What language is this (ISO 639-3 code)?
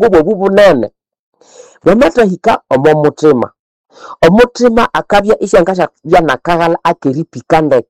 nnb